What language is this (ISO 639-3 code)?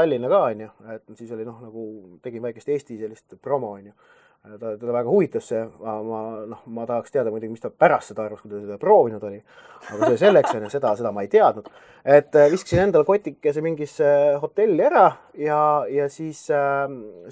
est